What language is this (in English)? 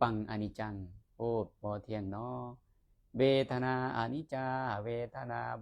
Lao